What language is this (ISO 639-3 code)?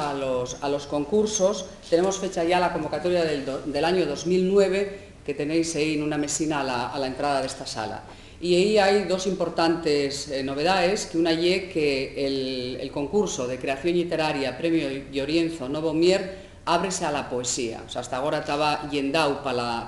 ast